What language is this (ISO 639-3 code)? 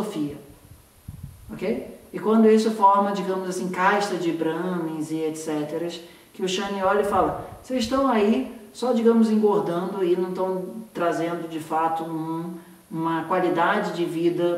por